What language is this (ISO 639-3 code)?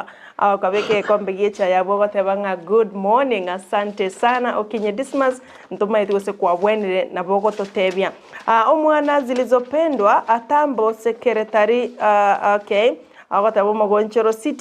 guz